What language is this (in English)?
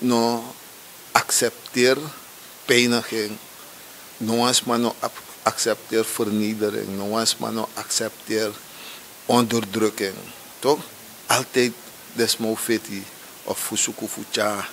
Sranan Tongo